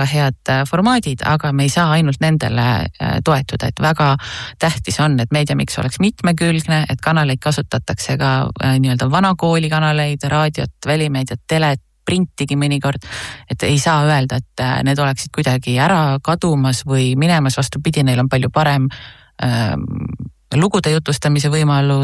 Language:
Estonian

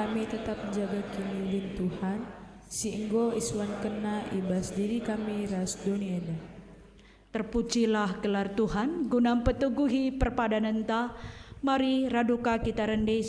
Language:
Batak Karo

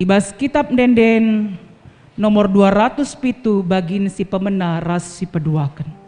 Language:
Batak Karo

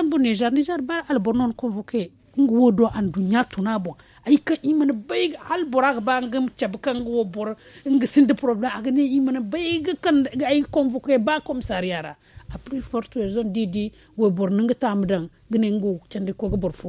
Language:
Zarma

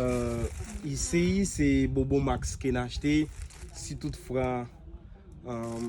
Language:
Haitian Creole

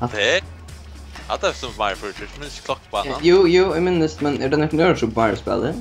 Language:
Faroese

